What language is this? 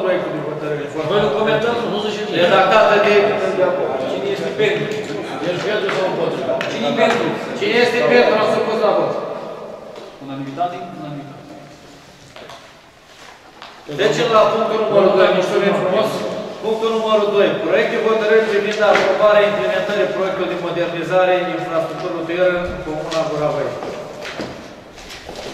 Romanian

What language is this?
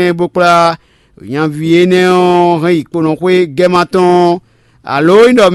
Fon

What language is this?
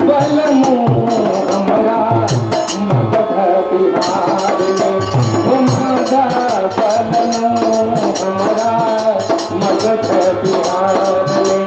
Magahi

